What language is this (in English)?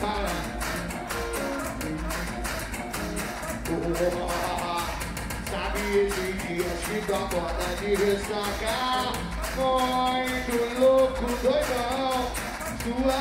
Portuguese